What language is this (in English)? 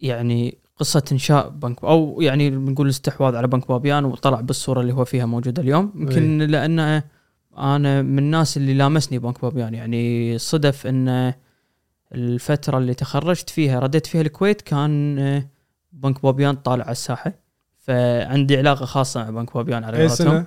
Gulf Arabic